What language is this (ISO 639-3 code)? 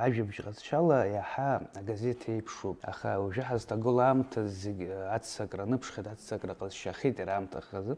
abk